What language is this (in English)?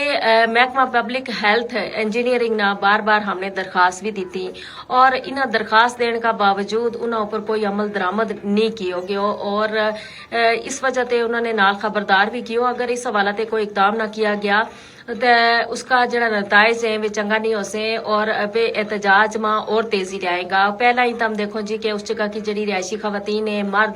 Gujari